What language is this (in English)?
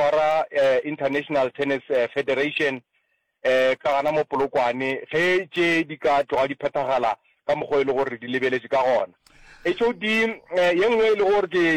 Northern Sotho